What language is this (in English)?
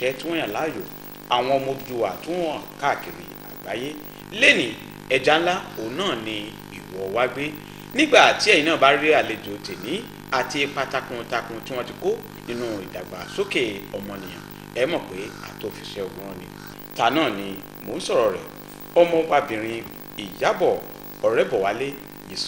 Yoruba